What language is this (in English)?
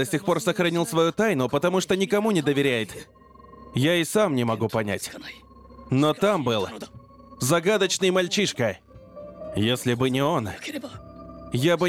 Russian